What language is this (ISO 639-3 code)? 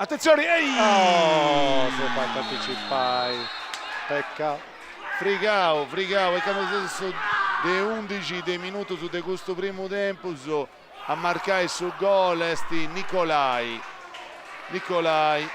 srd